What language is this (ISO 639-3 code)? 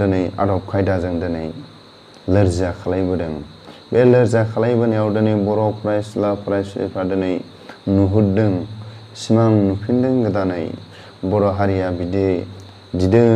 brx